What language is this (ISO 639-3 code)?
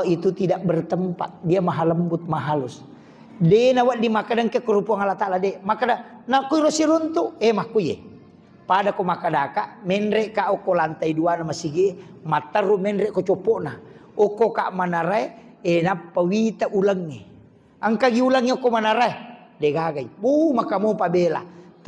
bug